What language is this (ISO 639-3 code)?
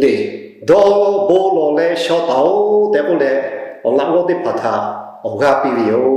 lhu